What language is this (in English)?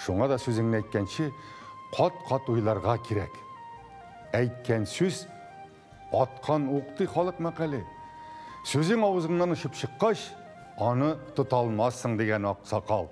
Tatar